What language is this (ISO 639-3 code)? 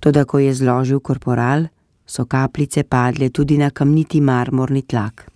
slv